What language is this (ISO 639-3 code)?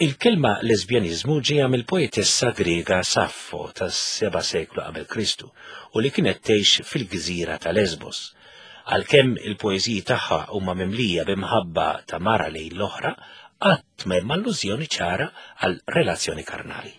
mlt